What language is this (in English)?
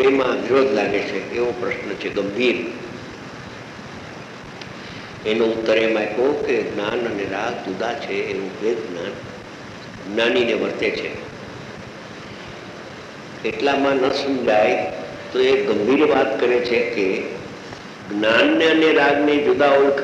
Gujarati